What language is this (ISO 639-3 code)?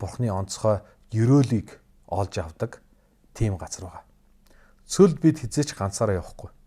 mon